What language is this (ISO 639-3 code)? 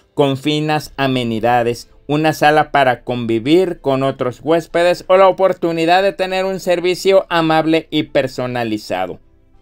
spa